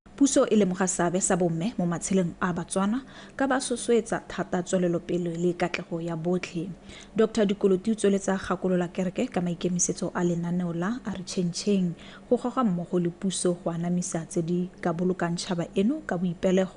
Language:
Tswana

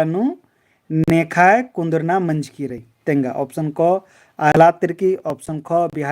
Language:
Kurukh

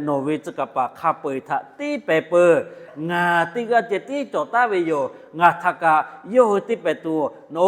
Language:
Lahu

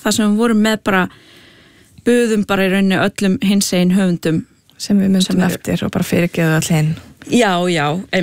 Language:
Icelandic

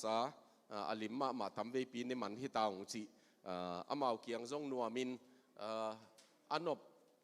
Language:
Tedim Chin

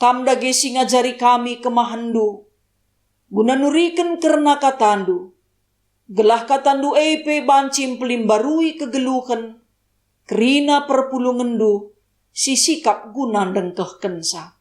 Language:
Batak Karo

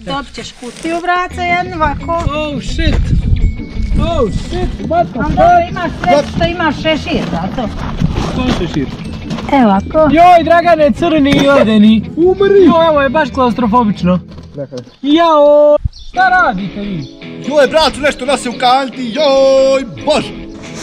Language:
Bosnian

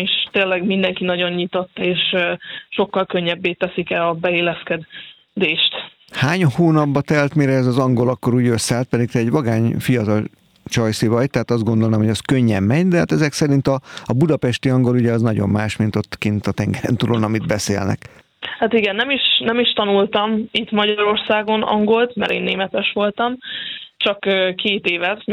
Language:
Hungarian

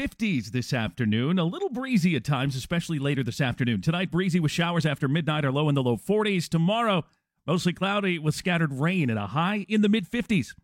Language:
English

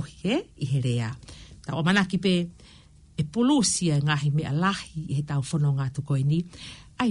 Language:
Tongan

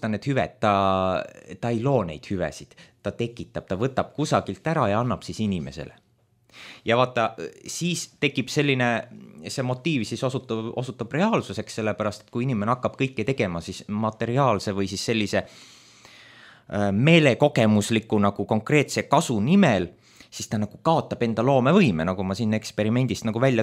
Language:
Estonian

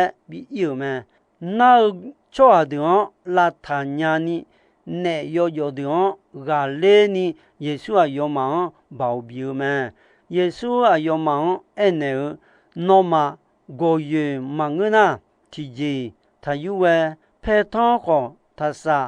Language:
Akha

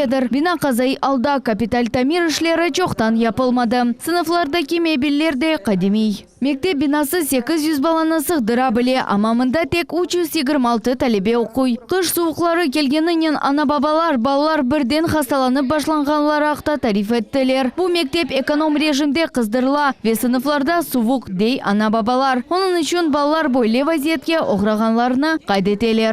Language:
Crimean Tatar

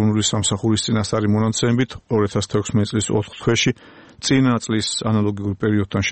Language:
Georgian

